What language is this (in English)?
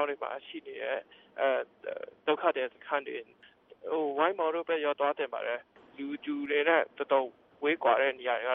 Burmese